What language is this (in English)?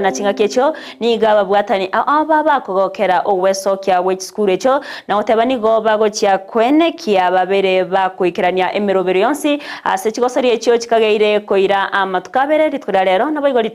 Gusii